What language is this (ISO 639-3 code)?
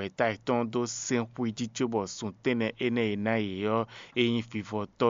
fon